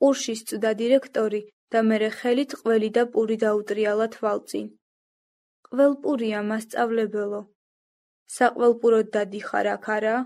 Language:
Georgian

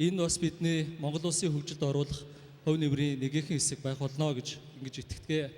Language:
Mongolian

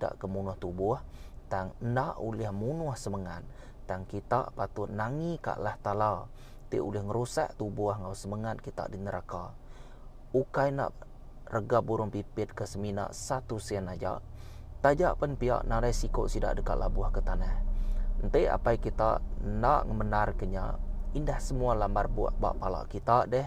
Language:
Iban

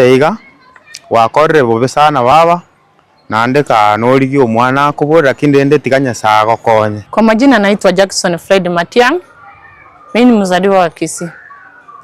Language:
Gusii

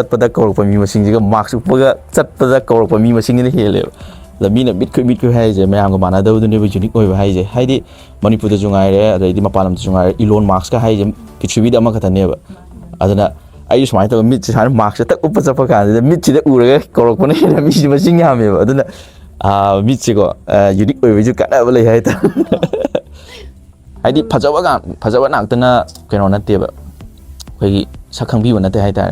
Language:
Manipuri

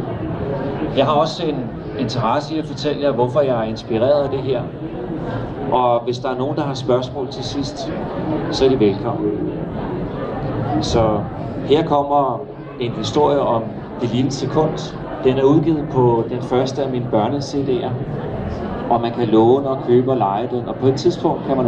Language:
Danish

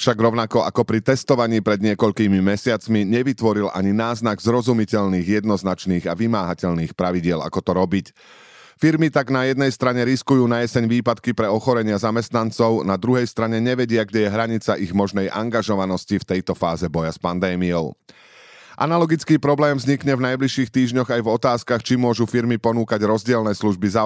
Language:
Slovak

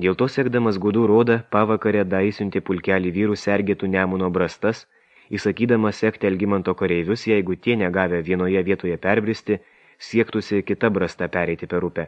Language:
Lithuanian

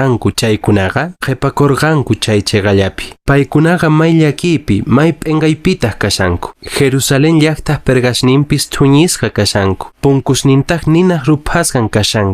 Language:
Quechua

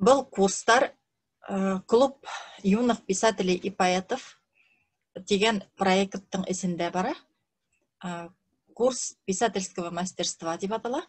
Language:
Bashkir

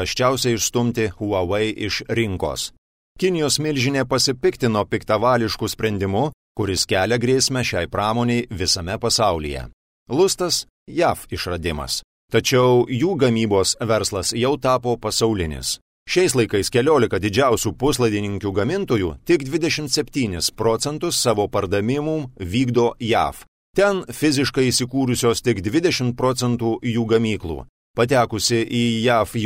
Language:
Lithuanian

